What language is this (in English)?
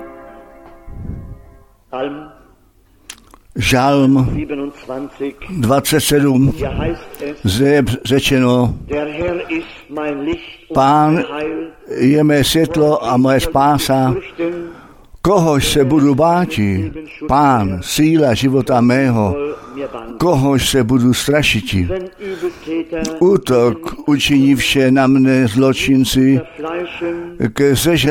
Czech